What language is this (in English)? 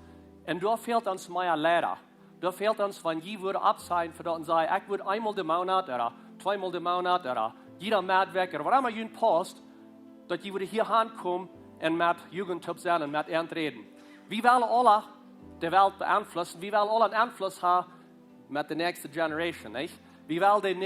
Plautdietsch